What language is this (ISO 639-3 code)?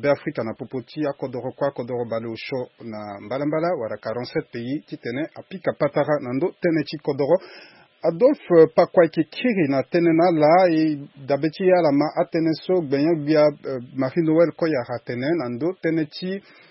sag